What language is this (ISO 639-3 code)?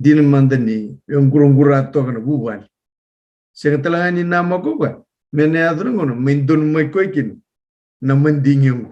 fij